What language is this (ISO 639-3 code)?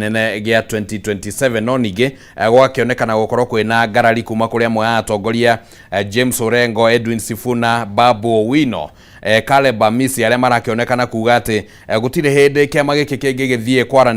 kik